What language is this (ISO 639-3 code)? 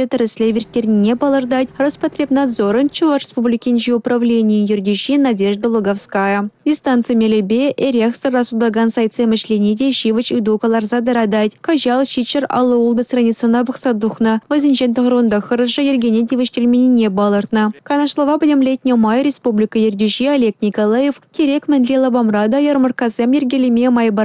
chv